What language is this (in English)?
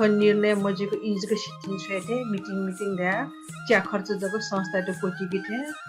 Newari